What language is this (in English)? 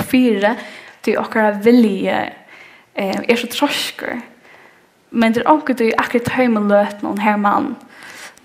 Faroese